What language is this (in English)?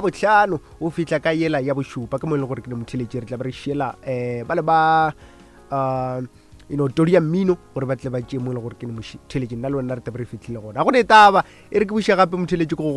Northern Sotho